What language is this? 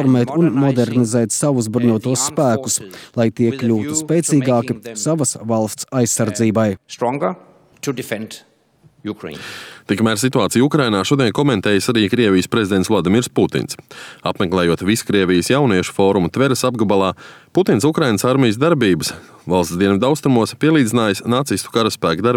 Latvian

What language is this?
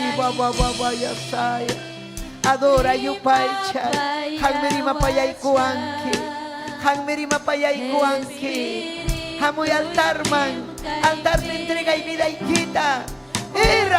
Ayacucho Quechua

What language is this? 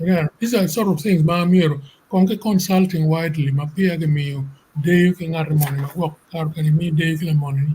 Acoli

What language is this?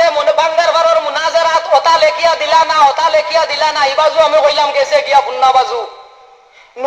Sylheti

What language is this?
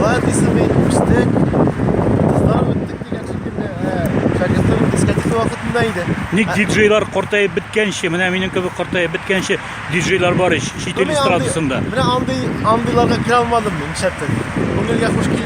Tatar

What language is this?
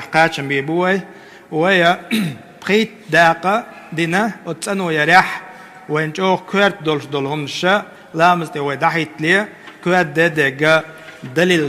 Chechen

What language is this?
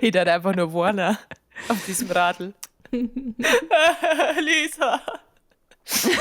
Bavarian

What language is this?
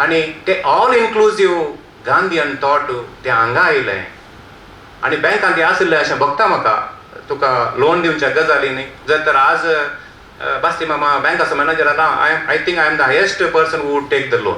Konkani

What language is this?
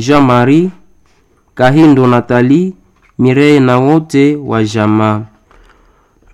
Swahili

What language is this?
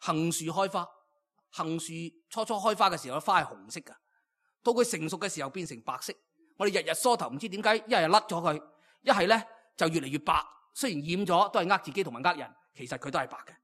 Cantonese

